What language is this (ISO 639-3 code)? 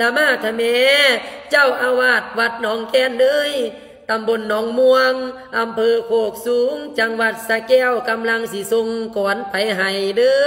lao